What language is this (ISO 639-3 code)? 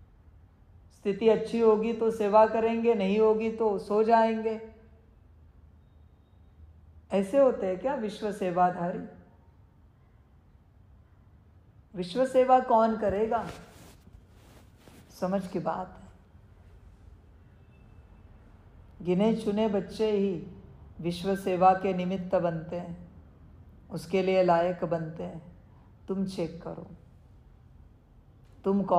hin